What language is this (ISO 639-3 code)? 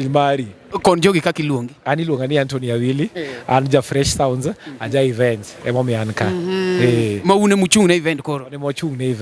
luo